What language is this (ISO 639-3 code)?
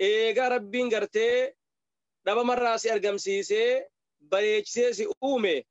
orm